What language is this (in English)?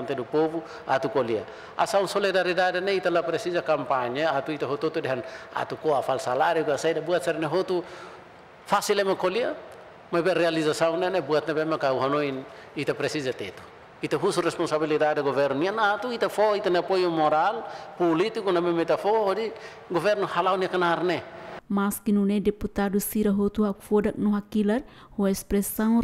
Tetum